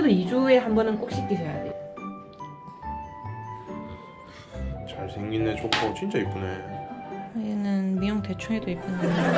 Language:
Korean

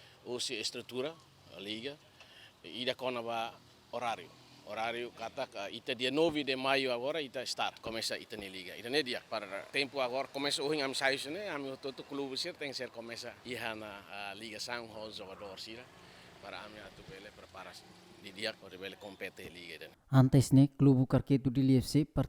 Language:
Tetum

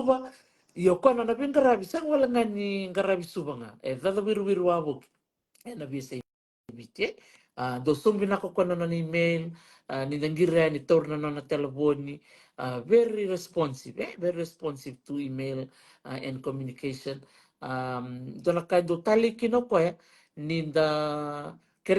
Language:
Fijian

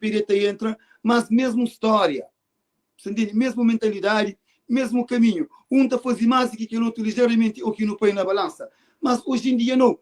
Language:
Kabuverdianu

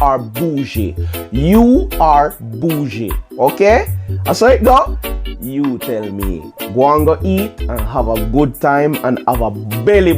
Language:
Jamaican Creole English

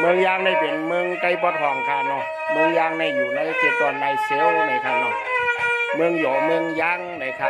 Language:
Shan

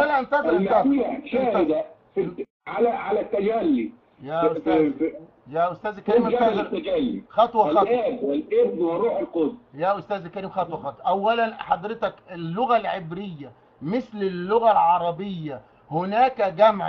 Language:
Egyptian Arabic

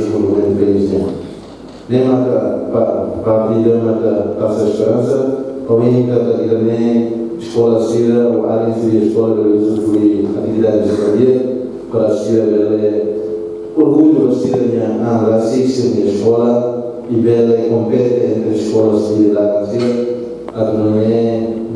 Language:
Tetum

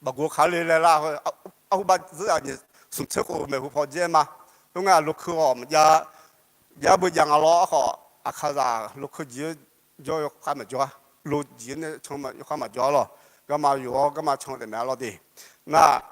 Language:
Akha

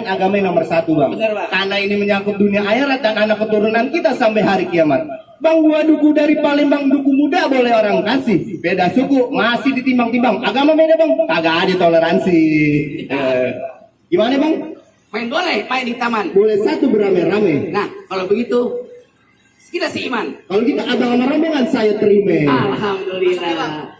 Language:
Betawi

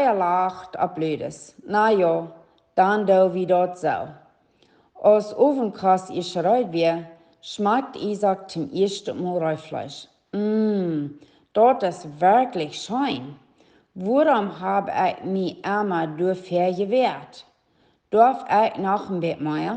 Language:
Plautdietsch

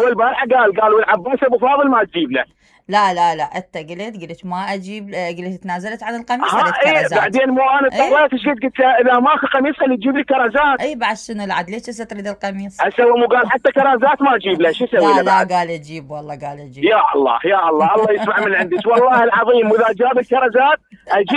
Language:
Mesopotamian Arabic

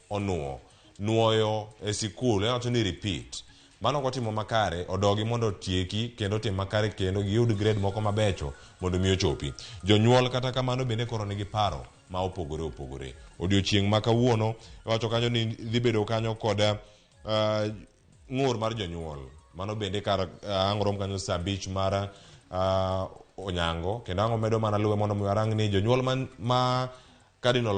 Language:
Luo (Kenya and Tanzania)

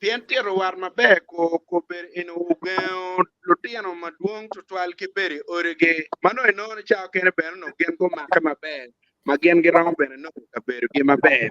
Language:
Acoli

